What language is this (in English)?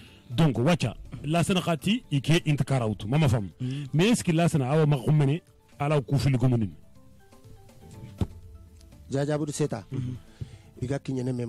Soninke